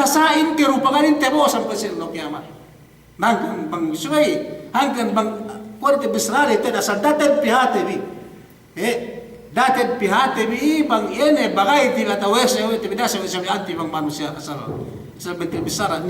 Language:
Yakan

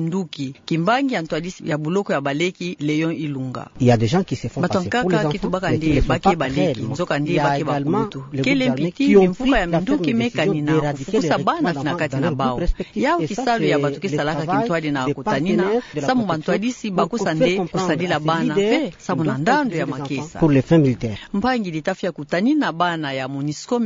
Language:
Kituba (Democratic Republic of Congo)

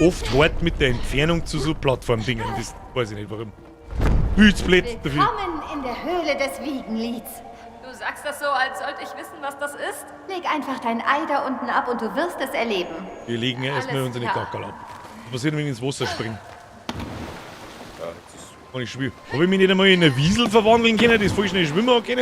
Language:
Bavarian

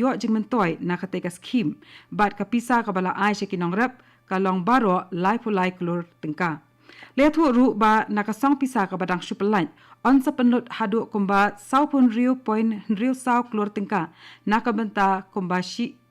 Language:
Khasi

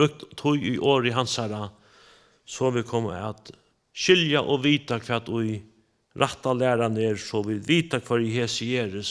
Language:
Faroese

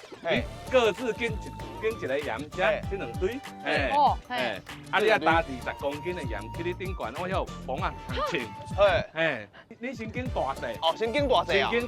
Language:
Min Nan Chinese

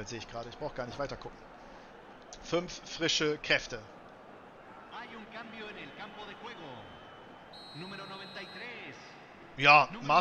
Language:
German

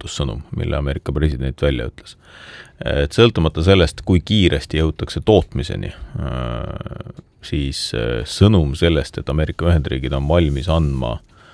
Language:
Estonian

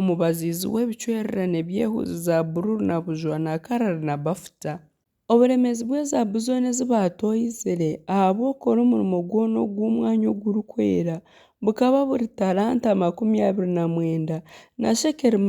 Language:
Nyankole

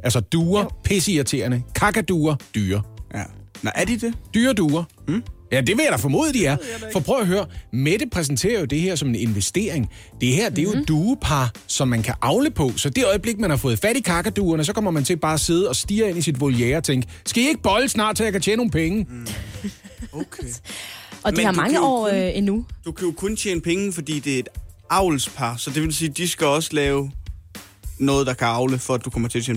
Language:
Danish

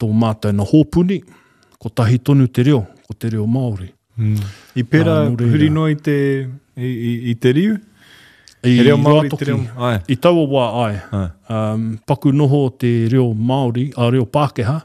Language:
Māori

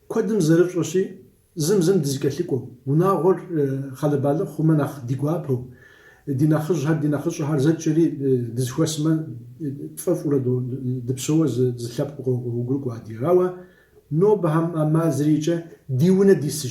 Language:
Kabardian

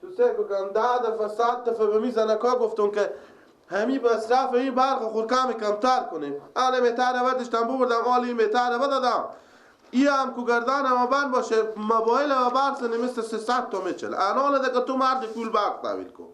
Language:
Persian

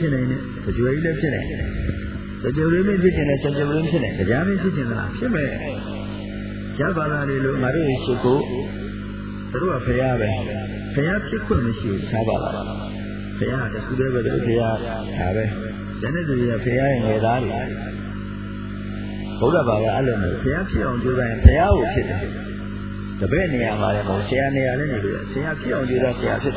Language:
Burmese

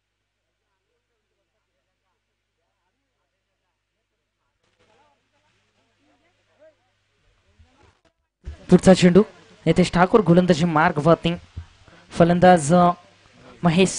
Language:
Marathi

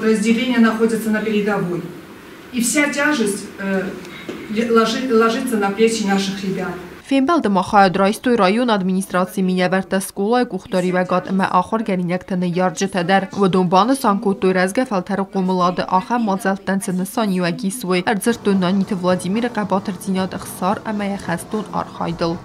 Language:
Ossetic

